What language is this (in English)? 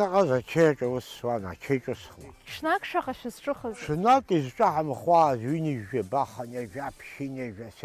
Abkhazian